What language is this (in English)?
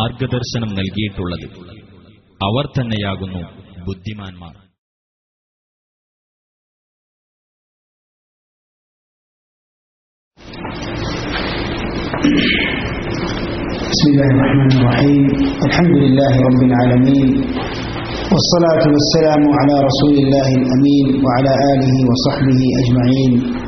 Malayalam